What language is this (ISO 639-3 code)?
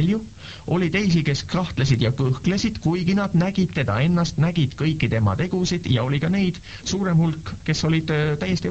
est